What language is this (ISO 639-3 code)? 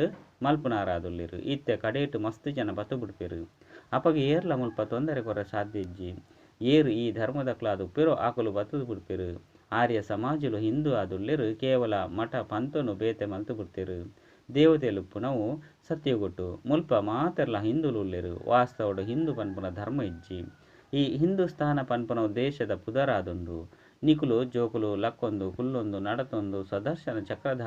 tcy